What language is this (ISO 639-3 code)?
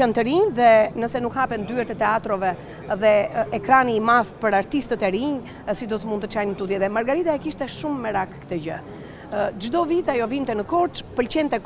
sqi